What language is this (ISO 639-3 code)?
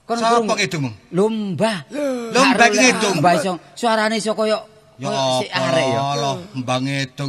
jav